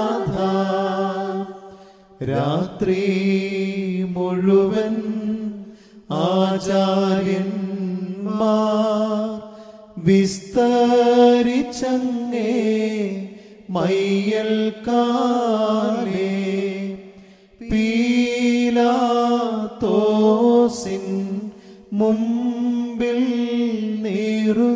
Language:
Malayalam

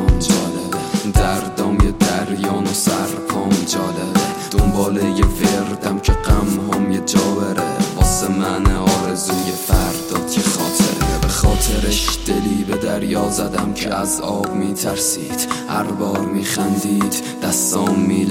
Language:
Persian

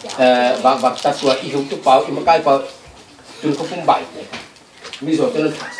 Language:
Tedim Chin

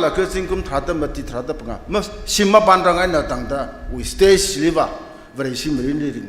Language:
Tangkhul Naga (India)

